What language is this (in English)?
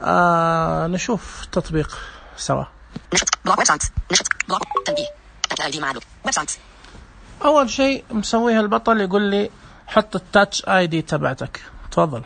Najdi Arabic